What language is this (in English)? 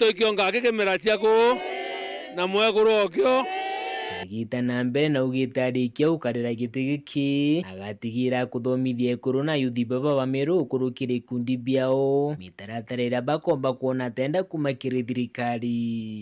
Meru